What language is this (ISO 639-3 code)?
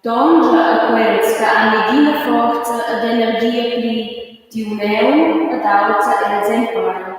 roh